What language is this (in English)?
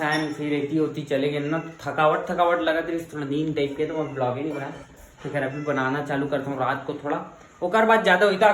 Chhattisgarhi